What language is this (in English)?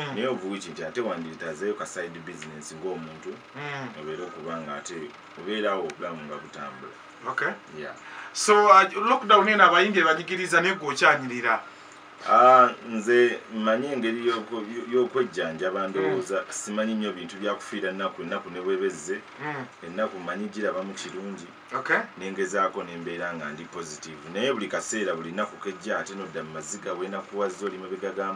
Ganda